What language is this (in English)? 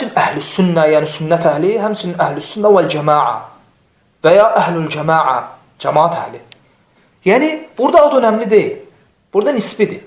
Azerbaijani